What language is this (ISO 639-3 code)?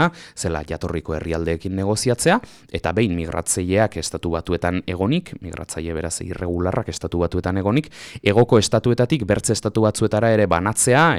eus